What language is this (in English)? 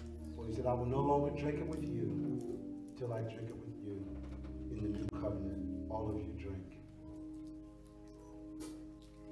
English